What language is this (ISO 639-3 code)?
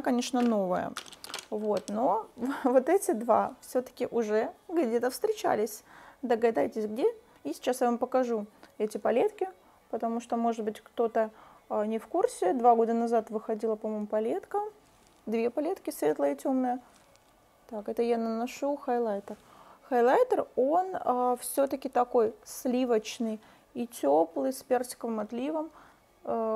rus